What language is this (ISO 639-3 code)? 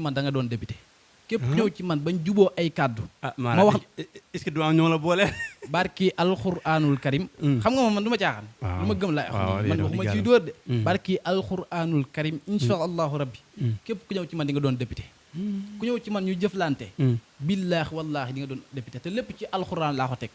wol